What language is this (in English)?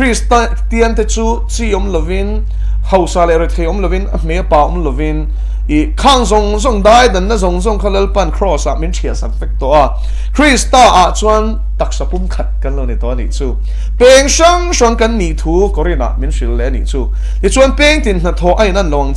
Mizo